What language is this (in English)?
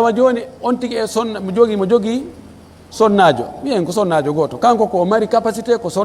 Pular